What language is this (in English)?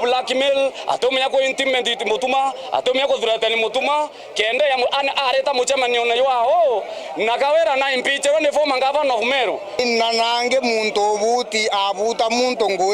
Meru